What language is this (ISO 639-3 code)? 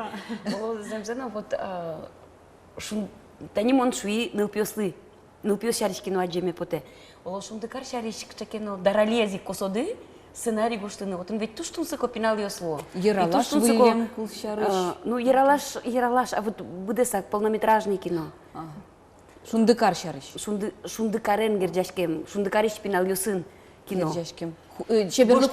udm